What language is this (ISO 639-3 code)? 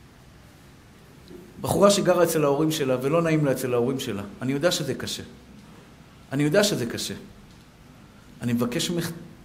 heb